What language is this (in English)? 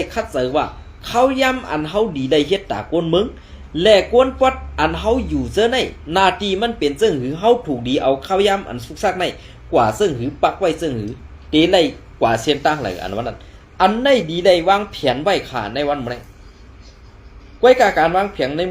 Shan